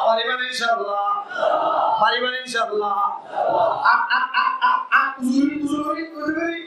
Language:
Rohingya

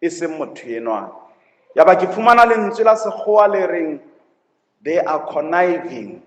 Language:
Southern Sotho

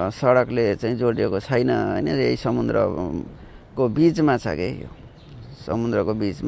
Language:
Nepali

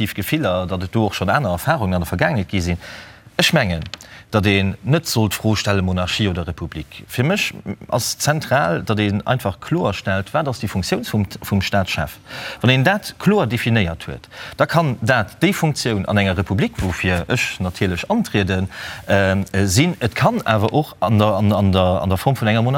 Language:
Luxembourgish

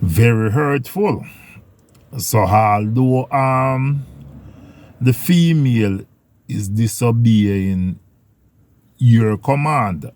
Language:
Jamaican Creole English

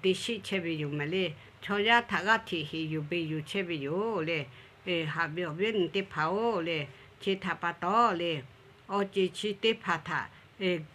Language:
Lahu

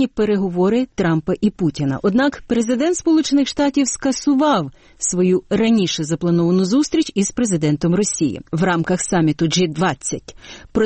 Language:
Ukrainian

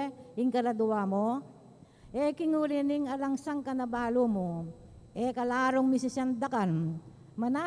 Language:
Pampanga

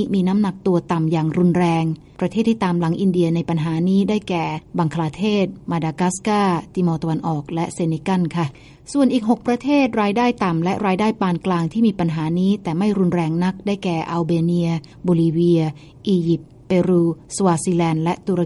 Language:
Thai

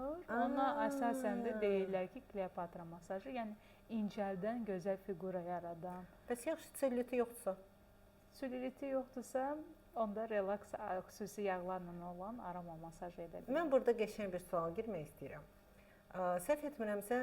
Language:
Azerbaijani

